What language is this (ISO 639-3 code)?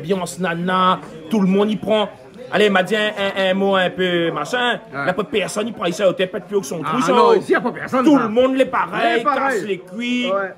rcf